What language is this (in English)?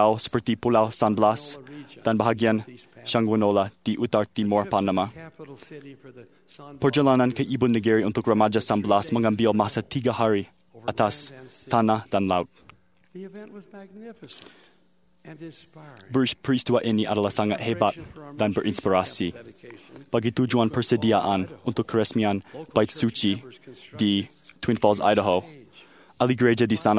Malay